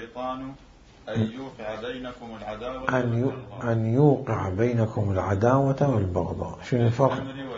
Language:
Mesopotamian Arabic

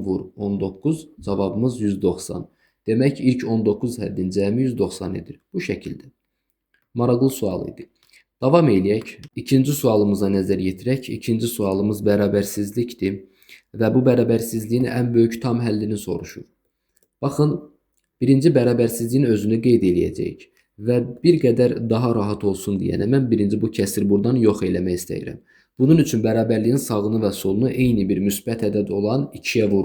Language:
Azerbaijani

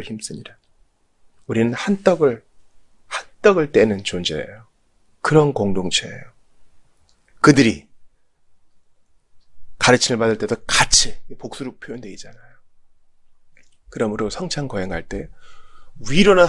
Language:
Korean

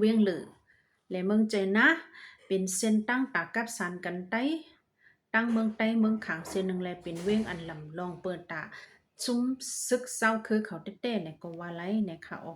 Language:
Shan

